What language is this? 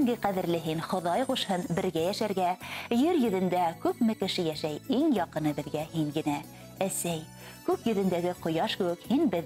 Bashkir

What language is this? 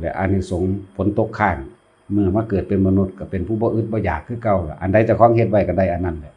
Northeastern Thai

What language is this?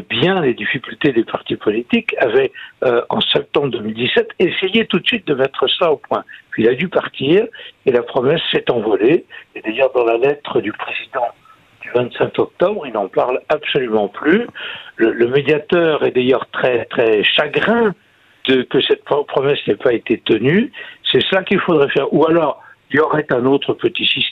French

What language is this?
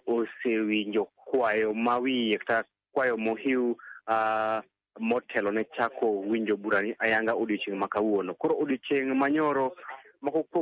Luo (Kenya and Tanzania)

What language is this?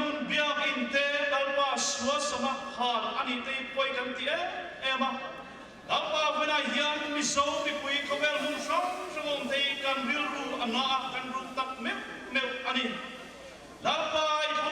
Mizo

